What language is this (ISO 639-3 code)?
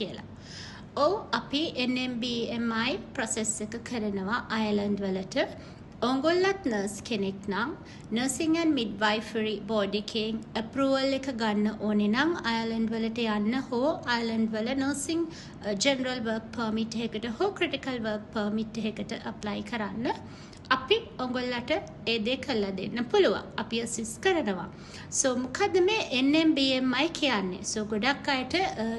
sin